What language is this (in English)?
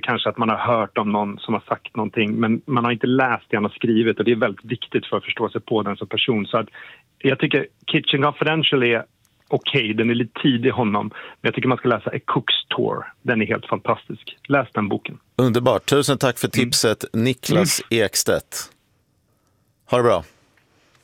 Swedish